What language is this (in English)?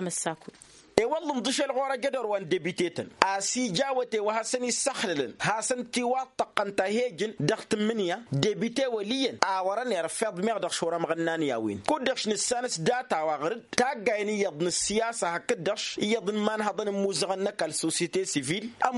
Tamasheq